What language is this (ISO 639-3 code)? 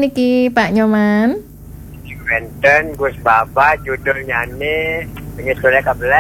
ban